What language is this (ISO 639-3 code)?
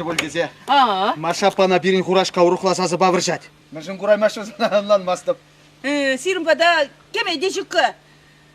chv